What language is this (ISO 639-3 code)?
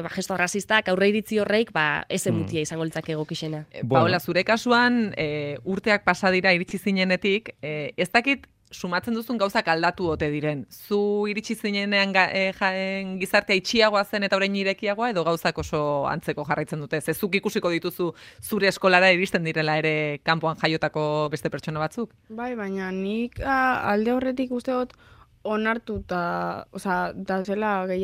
eus